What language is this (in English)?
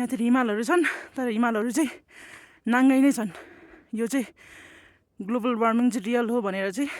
Nepali